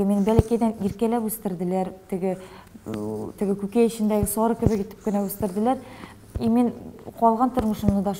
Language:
Tatar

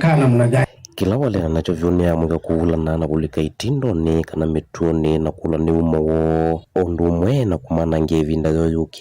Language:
Kamba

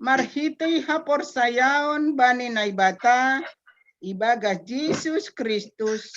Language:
Batak Simalungun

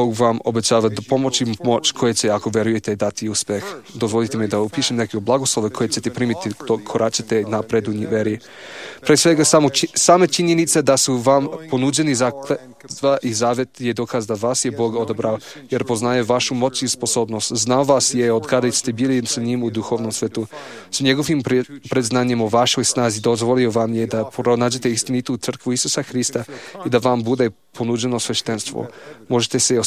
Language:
Serbian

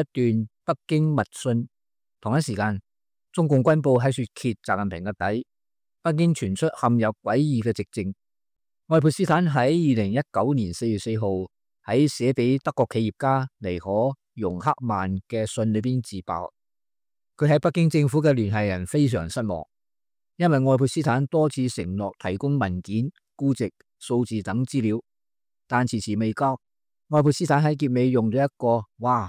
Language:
Cantonese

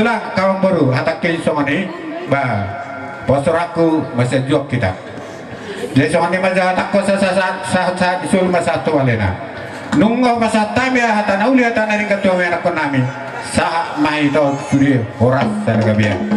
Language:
Batak Toba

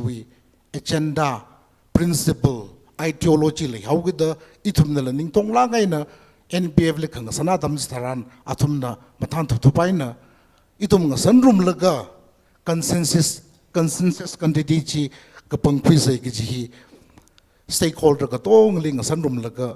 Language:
Tangkhul Naga (India)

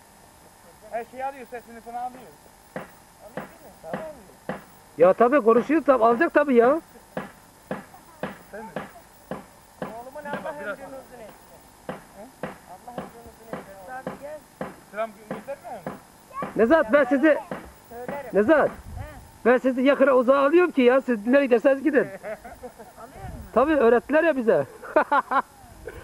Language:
Turkish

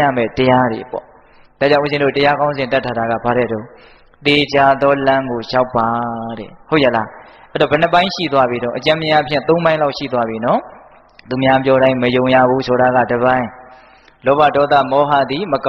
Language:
Burmese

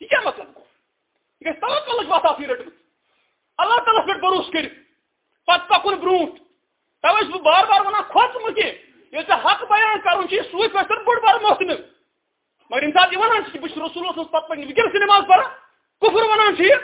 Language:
Kashmiri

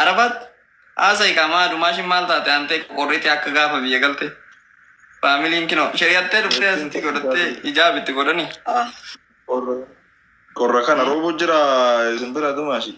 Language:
Oromo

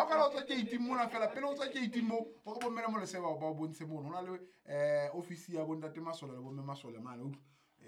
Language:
Southern Sotho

